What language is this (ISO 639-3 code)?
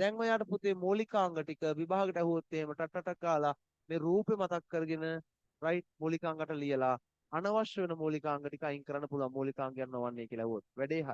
sin